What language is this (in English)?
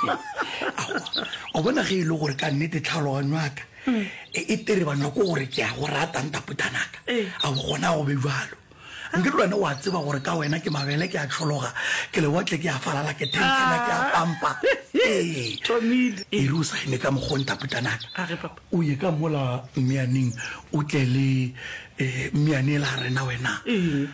Northern Sotho